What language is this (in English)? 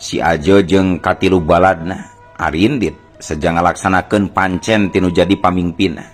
Sundanese